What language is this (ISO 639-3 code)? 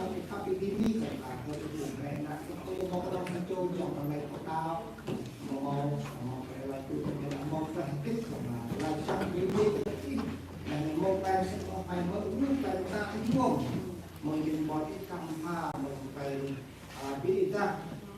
cmo